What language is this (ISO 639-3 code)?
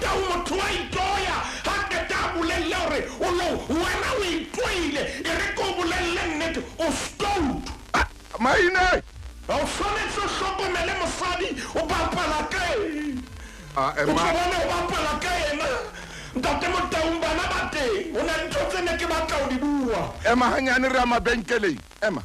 sot